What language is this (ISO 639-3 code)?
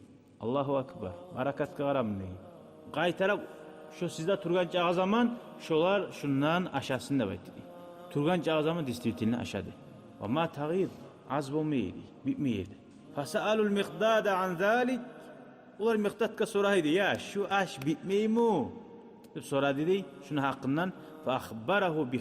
kum